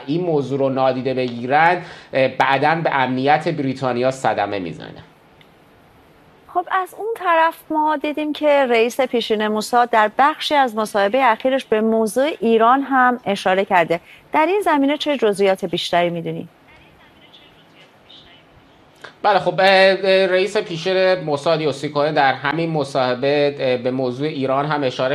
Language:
Persian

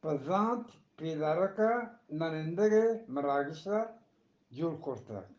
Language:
Eastern Balochi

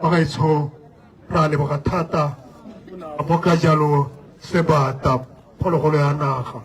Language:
Tswana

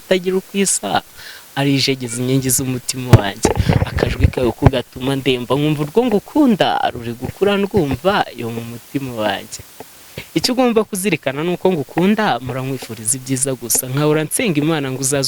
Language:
Kinyarwanda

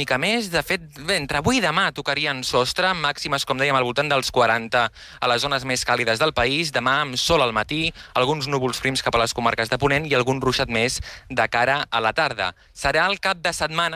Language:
Catalan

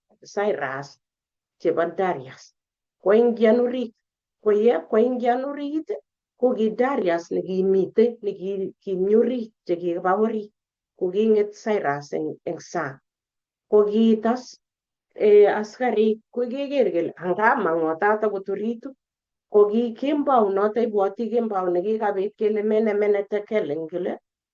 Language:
Kalenjin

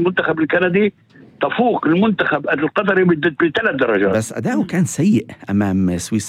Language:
North Levantine Arabic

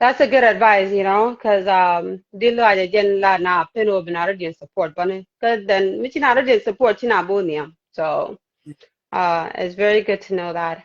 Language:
Nuer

